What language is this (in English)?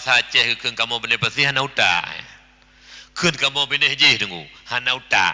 Achinese